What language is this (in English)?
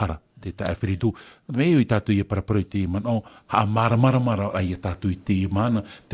Tahitian